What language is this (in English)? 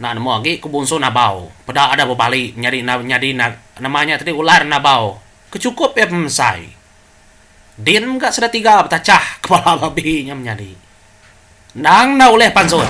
Iban